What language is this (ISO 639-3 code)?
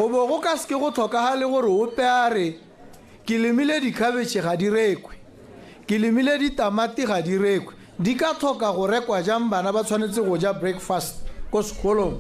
tsn